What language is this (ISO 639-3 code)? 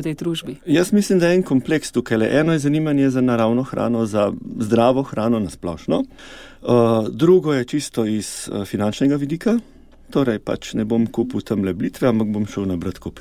slv